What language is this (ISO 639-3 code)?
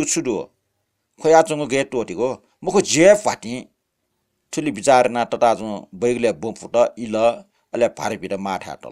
new